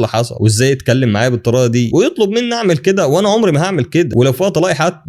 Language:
Egyptian Arabic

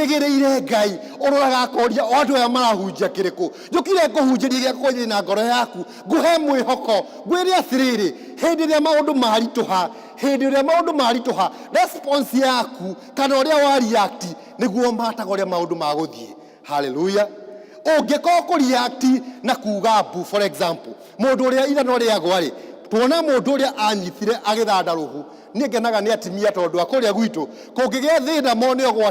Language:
Kikuyu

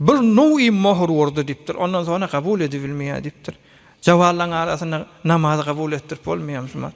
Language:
Turkmen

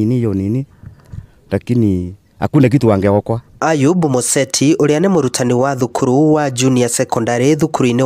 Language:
Kikuyu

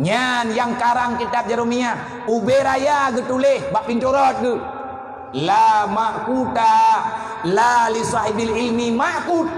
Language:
Achinese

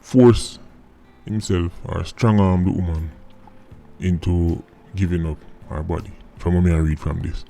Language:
Jamaican Creole English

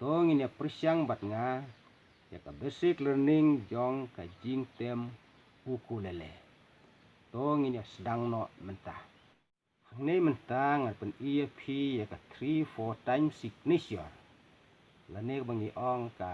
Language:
Khasi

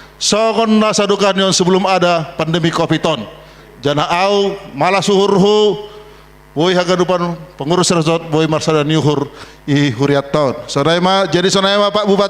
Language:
Batak Simalungun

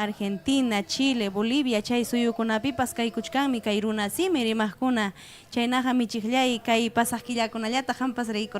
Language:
Ayacucho Quechua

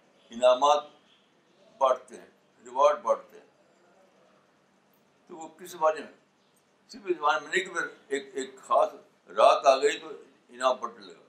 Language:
Urdu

